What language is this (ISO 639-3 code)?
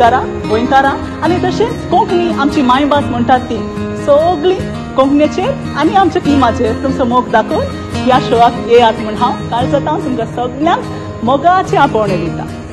kok